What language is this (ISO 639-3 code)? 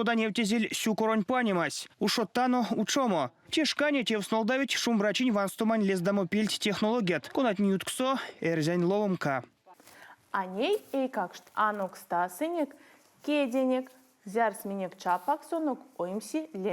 myv